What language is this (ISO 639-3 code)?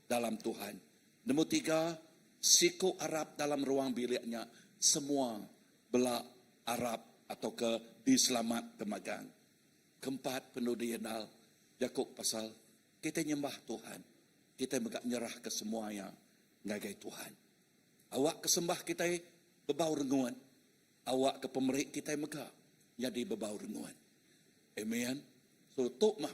iba